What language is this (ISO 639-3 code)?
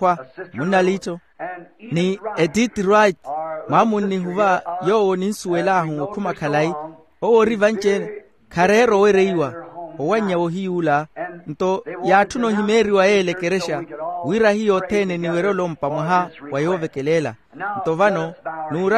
vmw